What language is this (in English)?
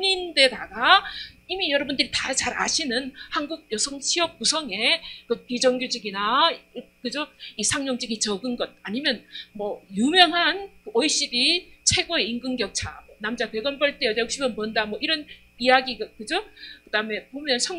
Korean